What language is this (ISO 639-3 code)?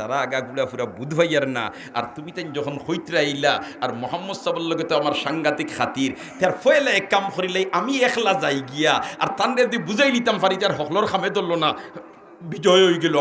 syl